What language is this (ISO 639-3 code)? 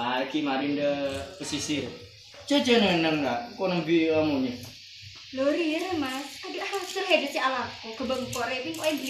mad